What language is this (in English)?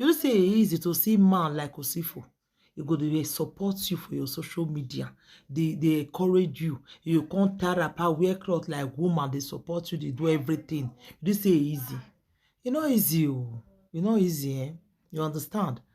Nigerian Pidgin